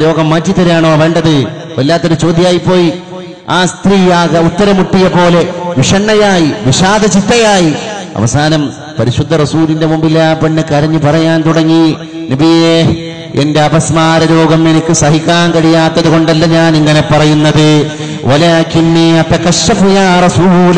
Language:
Malayalam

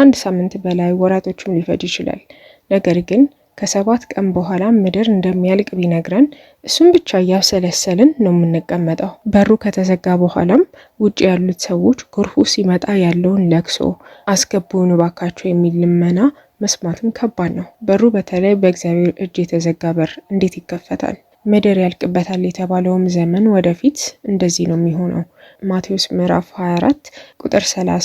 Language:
Amharic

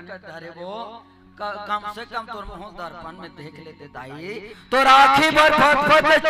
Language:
Chhattisgarhi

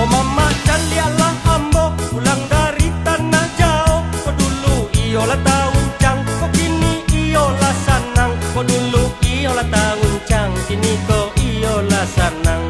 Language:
Minangkabau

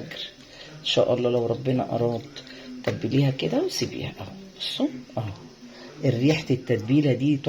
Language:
Egyptian Arabic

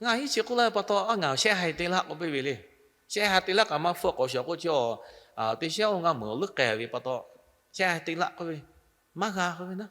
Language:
Lahu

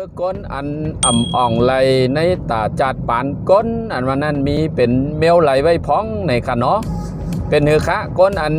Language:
Shan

